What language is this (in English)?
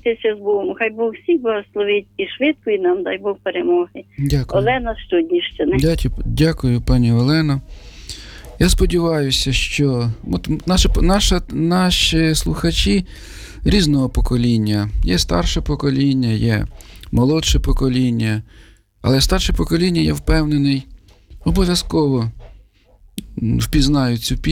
Ukrainian